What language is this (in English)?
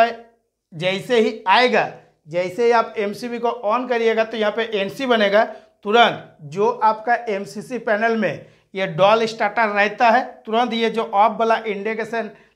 Hindi